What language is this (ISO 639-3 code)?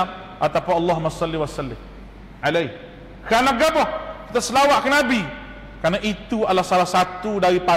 msa